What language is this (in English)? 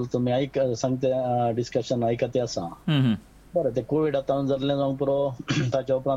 Konkani